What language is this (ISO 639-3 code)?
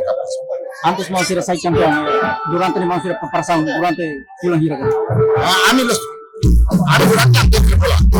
tet